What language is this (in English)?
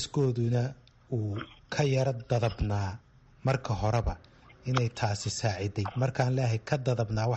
Somali